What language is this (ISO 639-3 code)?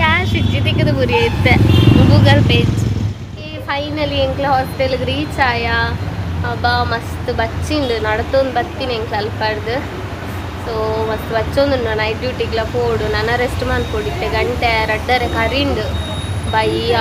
tcy